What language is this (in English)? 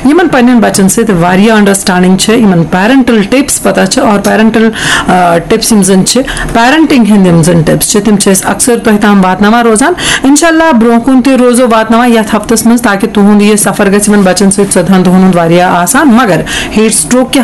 Kashmiri